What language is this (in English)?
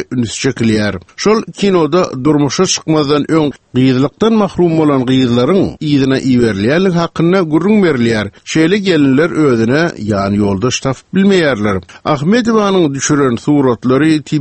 Turkmen